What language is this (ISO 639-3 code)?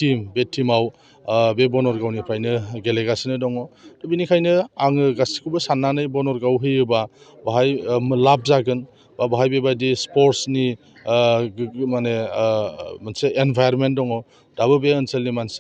brx